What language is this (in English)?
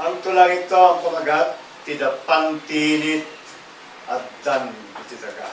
Iloko